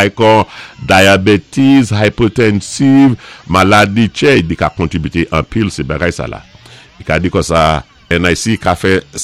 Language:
Saint Lucian Creole French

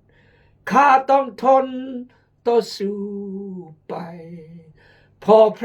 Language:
Khmu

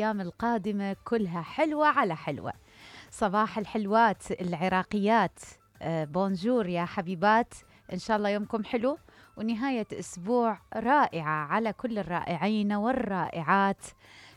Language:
Mesopotamian Arabic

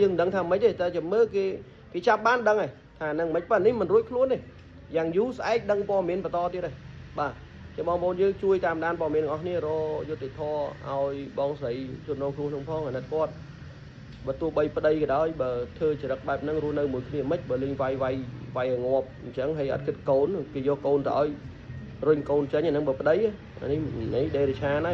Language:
Khmer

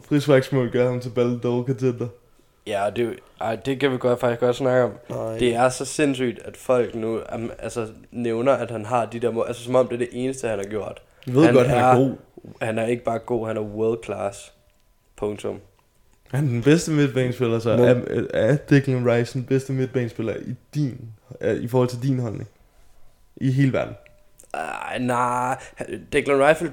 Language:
Danish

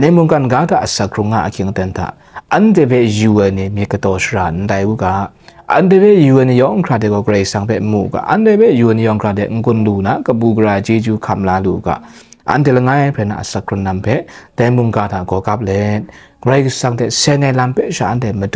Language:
Kachin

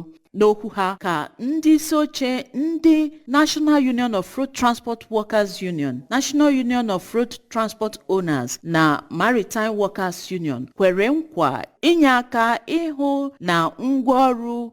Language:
Igbo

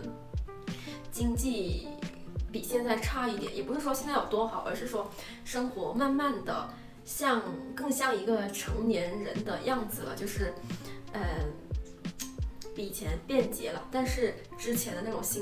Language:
Chinese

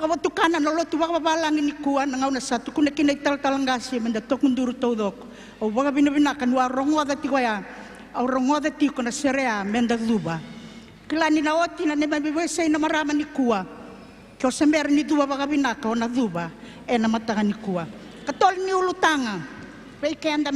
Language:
Fijian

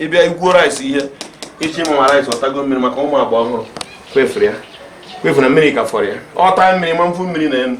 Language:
Igbo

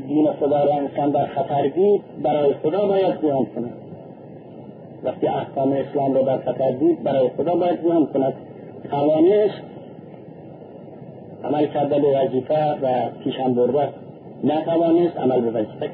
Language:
Persian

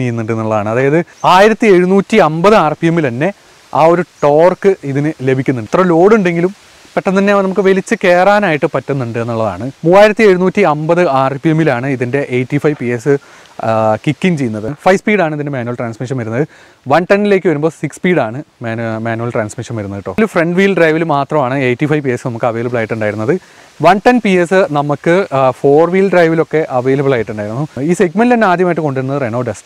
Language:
Malayalam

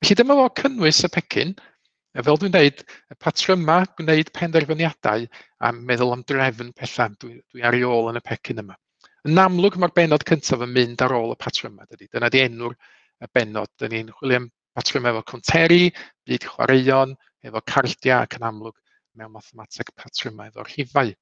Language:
Welsh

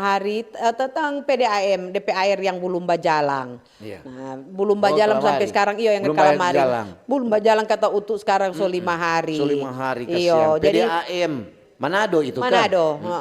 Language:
Manado Malay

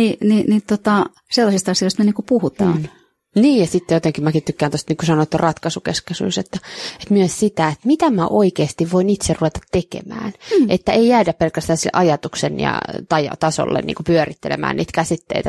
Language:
Finnish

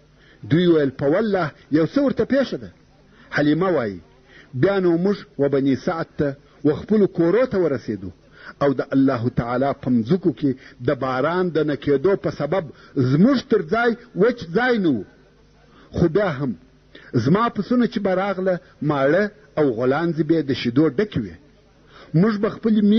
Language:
Pashto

